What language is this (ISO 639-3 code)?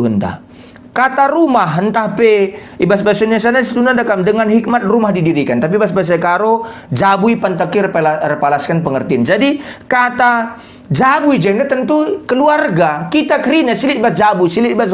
btx